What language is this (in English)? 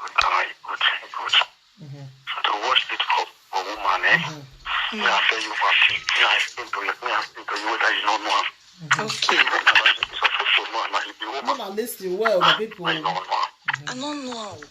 Nigerian Pidgin